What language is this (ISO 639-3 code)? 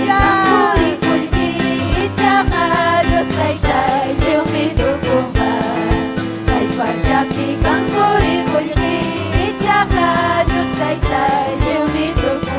quy